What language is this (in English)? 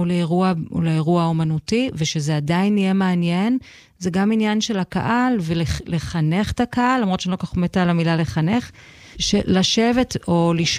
Hebrew